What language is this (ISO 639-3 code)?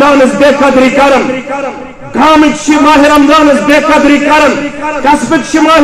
kas